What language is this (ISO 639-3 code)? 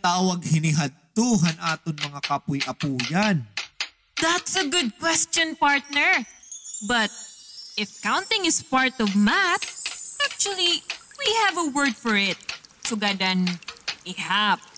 war